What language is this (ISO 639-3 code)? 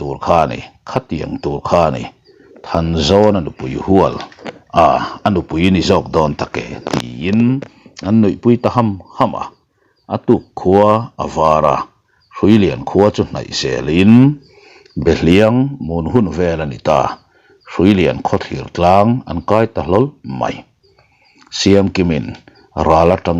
lus